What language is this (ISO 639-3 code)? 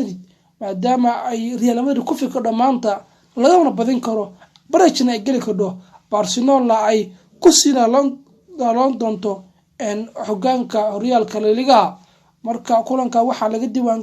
som